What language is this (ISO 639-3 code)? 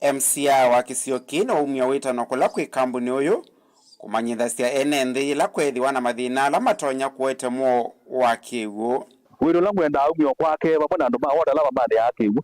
kam